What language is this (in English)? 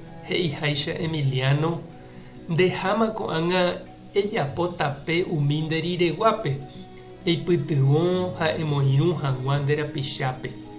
Guarani